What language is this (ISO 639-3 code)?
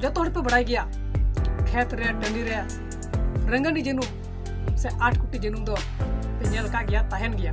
sat